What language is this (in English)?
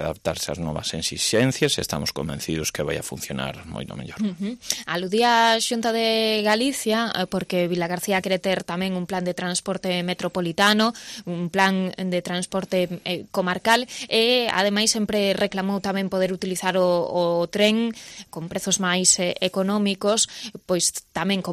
Galician